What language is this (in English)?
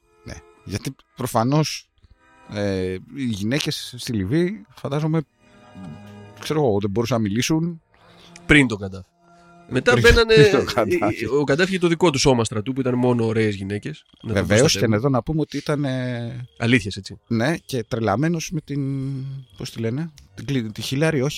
Greek